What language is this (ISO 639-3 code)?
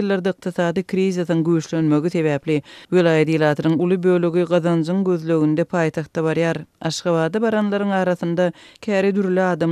tuk